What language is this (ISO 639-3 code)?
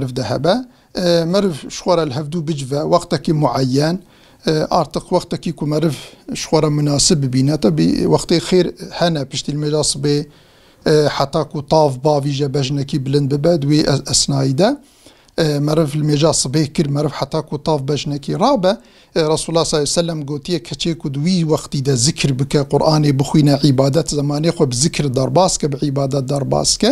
kur